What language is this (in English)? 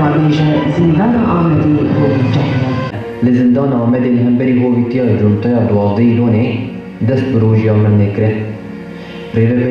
Kurdish